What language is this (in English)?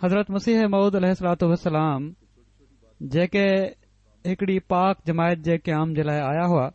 Sindhi